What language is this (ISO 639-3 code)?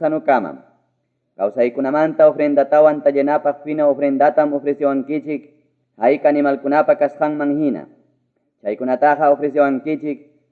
quy